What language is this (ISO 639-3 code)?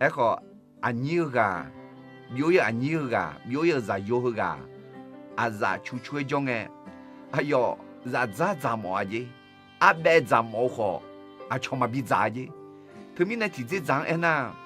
ahk